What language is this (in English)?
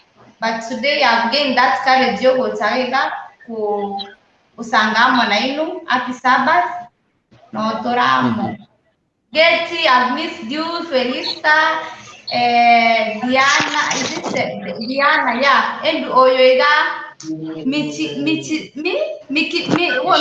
Gusii